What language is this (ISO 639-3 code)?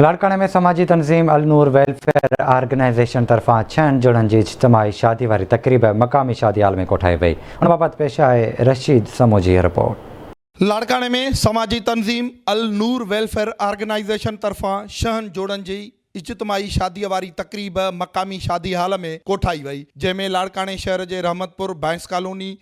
snd